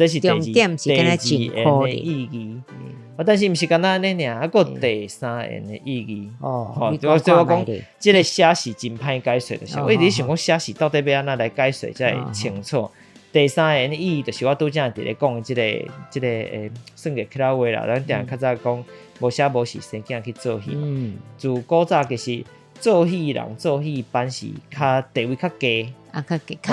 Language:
Min Nan Chinese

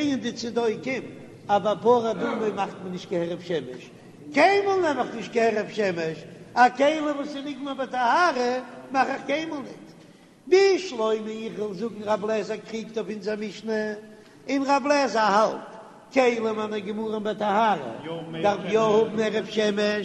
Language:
Yiddish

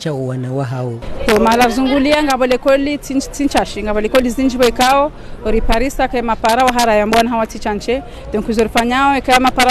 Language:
Ngazidja Comorian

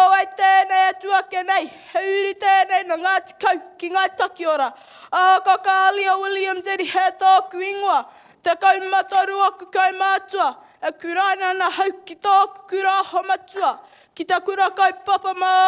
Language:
Māori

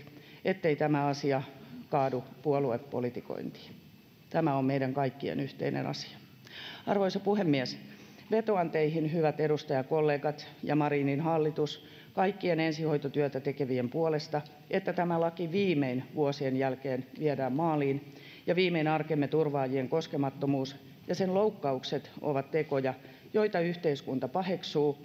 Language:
Finnish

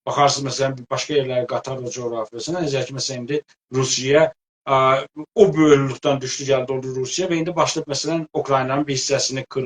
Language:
South Azerbaijani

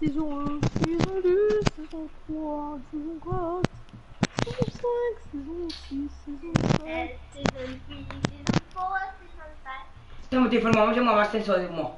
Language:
Morisyen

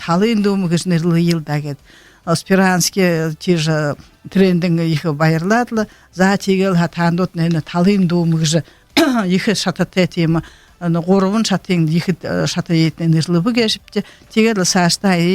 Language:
Buriat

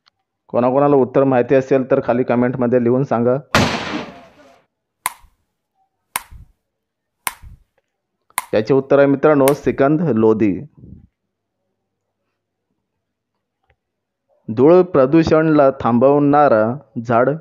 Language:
Marathi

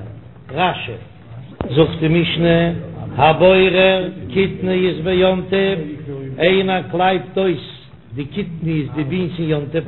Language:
Yiddish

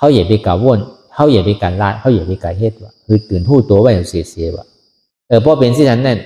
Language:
Shan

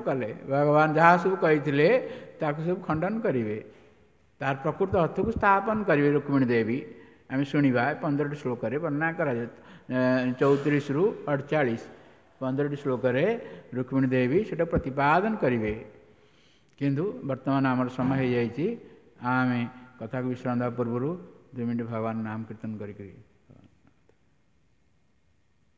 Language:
Odia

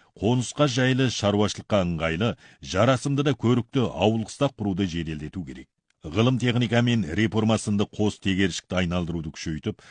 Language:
Kazakh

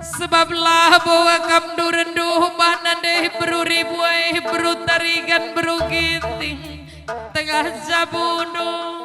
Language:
Batak Karo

